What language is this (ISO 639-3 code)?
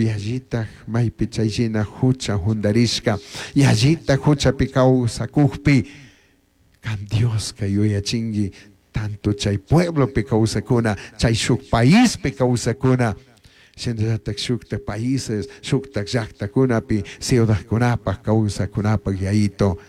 qug